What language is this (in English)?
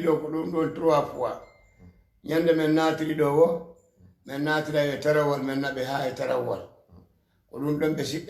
Fula